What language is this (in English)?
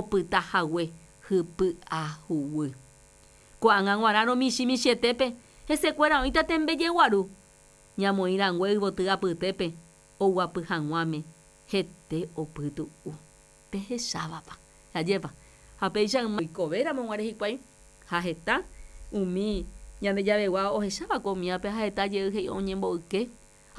Guarani